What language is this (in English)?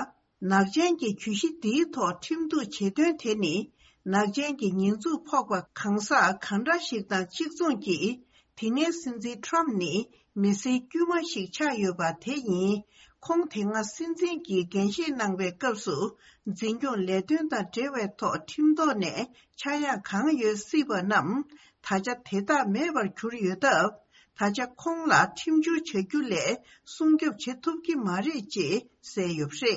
Tibetan